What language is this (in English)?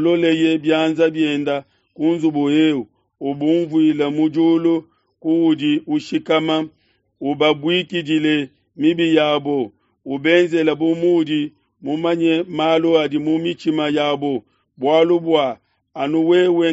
Luba-Lulua